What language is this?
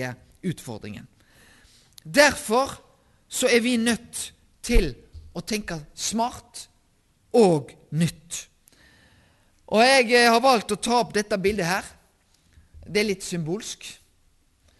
Norwegian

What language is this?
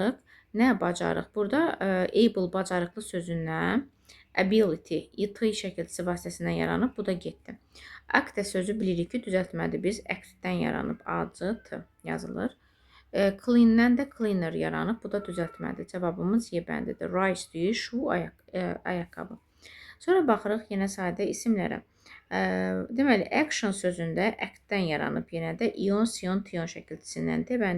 Azerbaijani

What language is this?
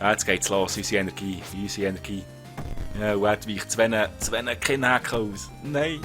Swiss German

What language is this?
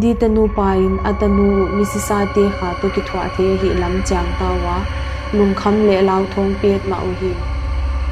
Paite Chin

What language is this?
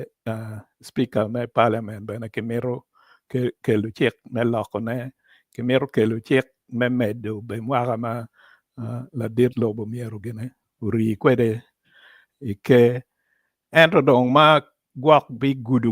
Acoli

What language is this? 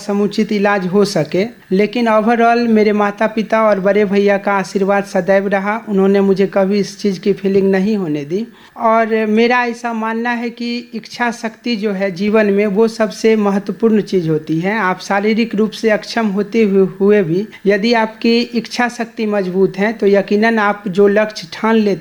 Hindi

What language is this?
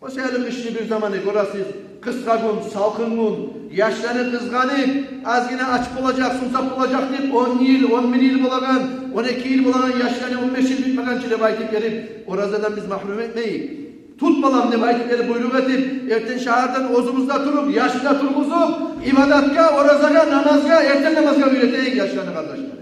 Kumyk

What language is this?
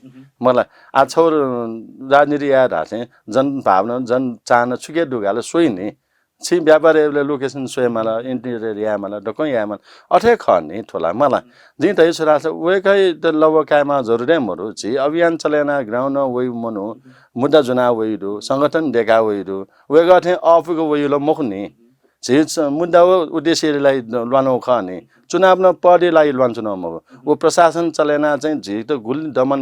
Newari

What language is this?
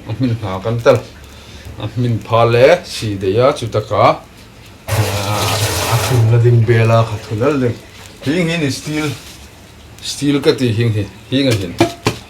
Hmar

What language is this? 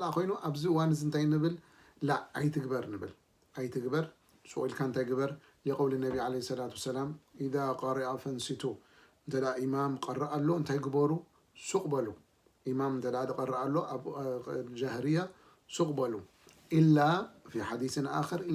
Tigrinya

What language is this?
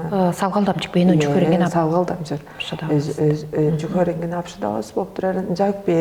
Tuvinian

